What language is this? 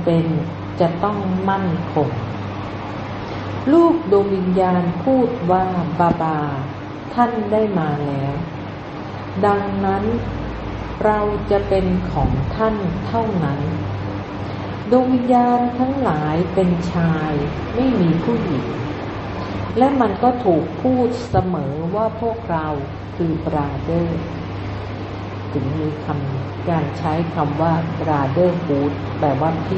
Thai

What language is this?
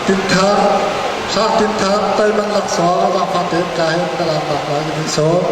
Hakha Chin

